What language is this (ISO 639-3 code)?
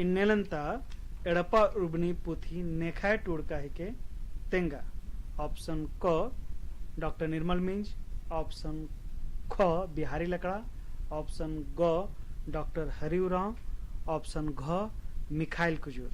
kru